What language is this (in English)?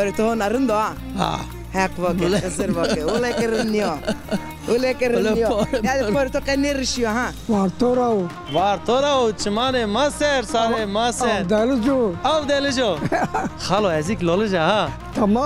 Zaza